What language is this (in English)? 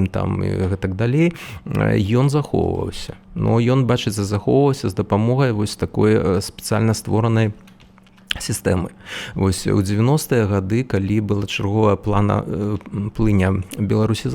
Belarusian